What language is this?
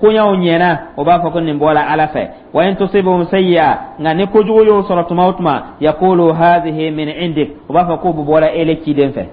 Dyula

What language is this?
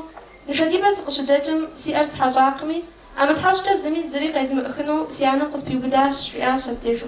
Kabardian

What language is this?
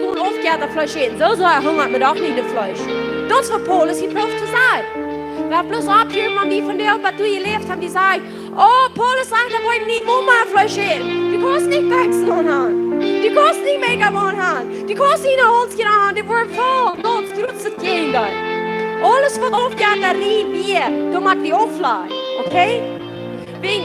Plautdietsch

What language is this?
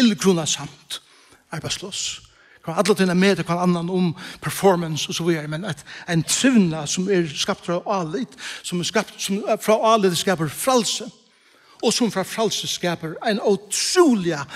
Faroese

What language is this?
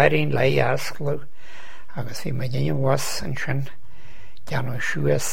Irish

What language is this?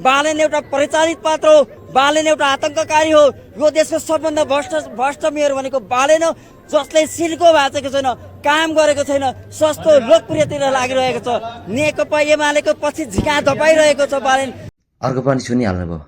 Nepali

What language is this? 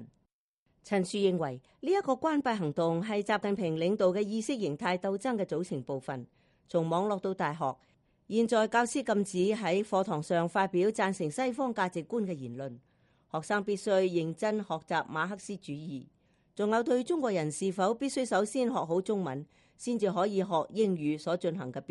Cantonese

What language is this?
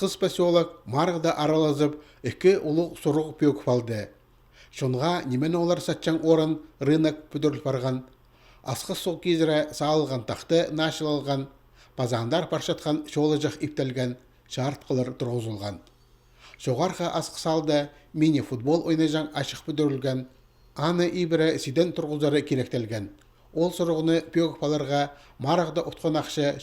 Khakas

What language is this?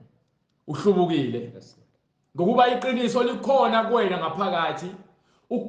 Zulu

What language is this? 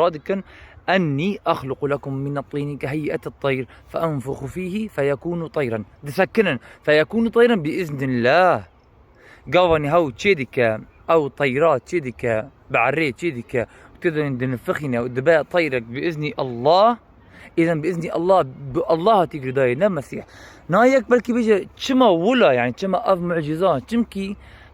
Kurdish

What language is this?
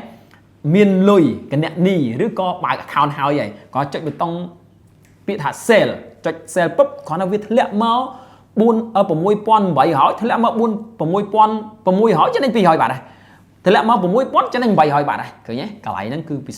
Khmer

